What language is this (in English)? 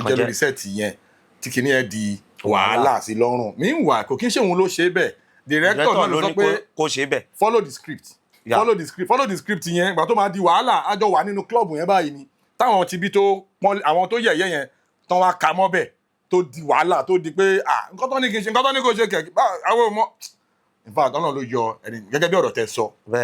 Yoruba